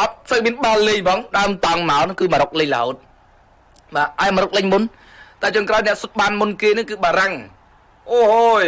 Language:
Khmer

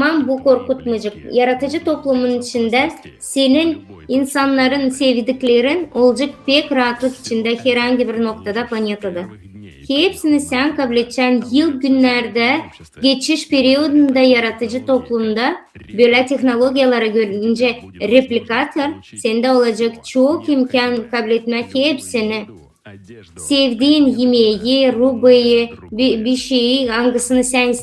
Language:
Gagauz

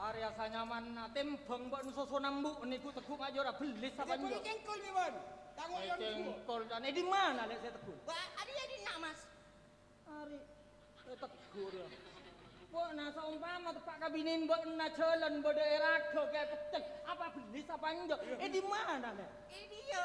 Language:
Madurese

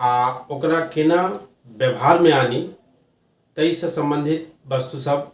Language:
Maithili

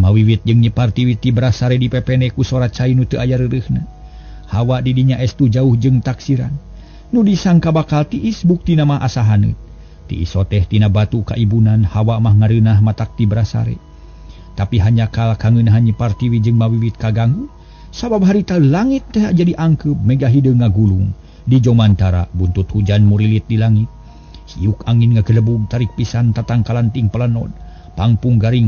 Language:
Sundanese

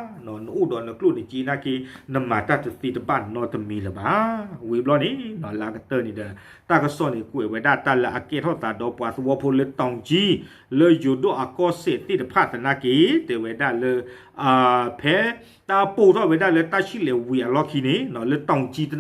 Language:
S'gaw Karen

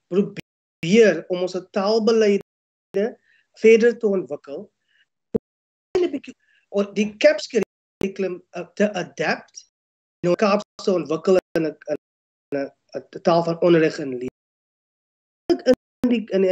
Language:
Afrikaans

